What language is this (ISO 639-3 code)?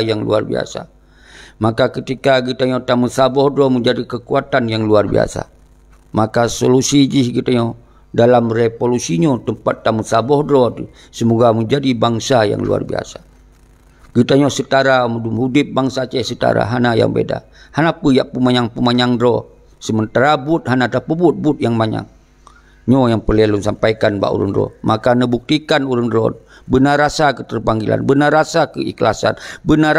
ace